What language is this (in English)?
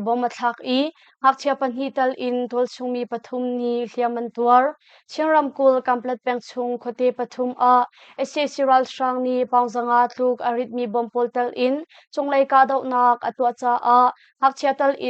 Hakha Chin